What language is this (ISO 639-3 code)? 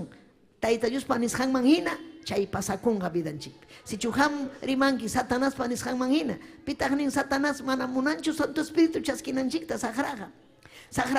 quy